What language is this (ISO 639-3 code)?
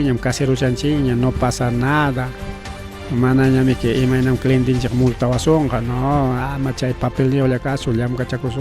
quy